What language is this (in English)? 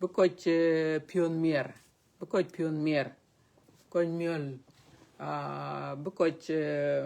Dinka